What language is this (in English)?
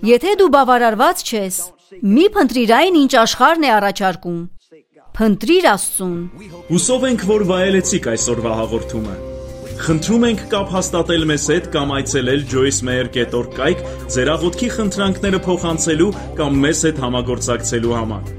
Armenian